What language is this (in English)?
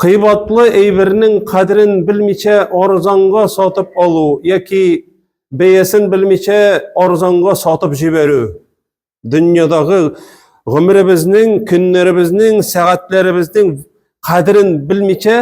Tatar